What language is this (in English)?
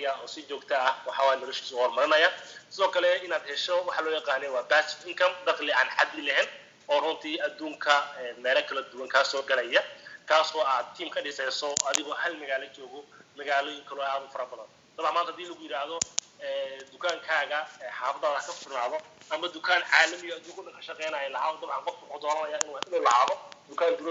Somali